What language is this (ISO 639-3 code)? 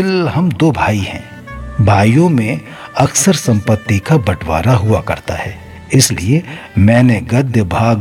hin